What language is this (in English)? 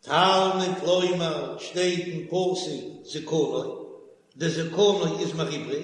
Yiddish